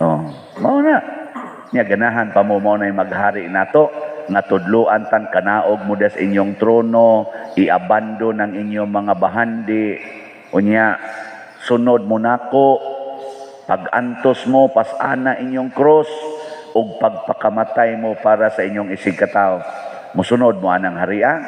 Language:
Cebuano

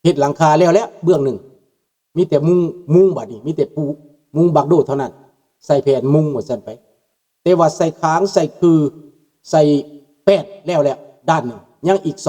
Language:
Lao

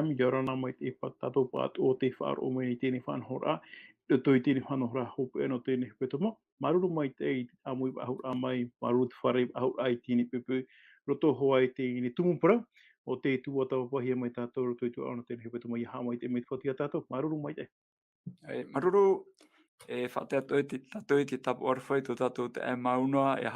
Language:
Tahitian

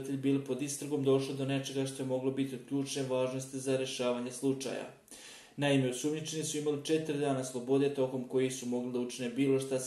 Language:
Bosnian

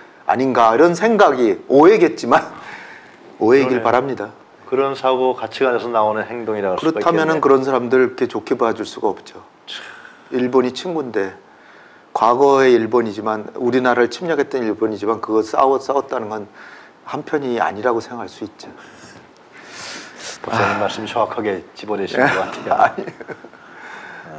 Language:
Korean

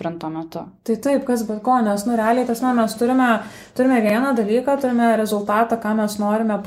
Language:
Lithuanian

